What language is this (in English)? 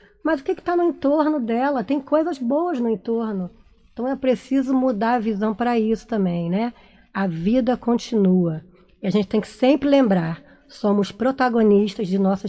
Portuguese